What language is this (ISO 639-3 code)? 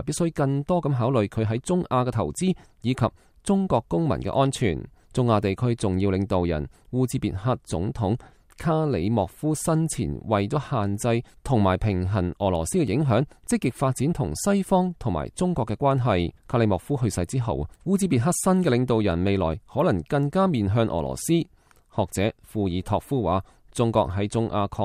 yue